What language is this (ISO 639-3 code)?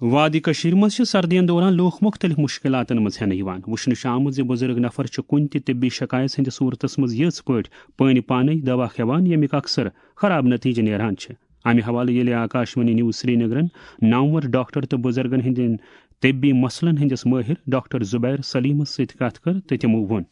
kas